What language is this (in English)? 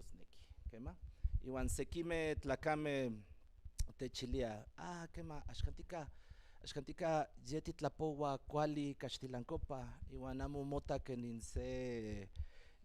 Central Nahuatl